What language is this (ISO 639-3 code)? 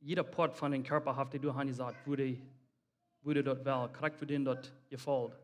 pdt